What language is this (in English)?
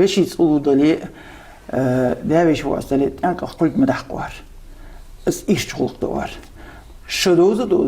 Ingush